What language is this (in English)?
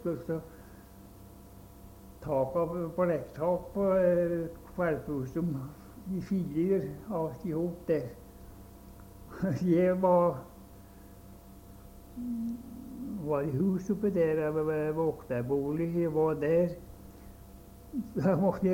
Norwegian